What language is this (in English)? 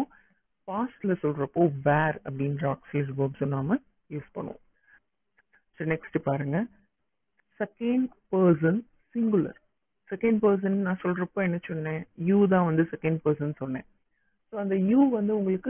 Tamil